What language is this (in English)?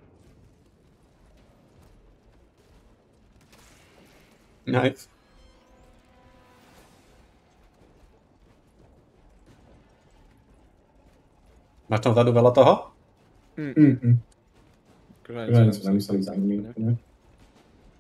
Slovak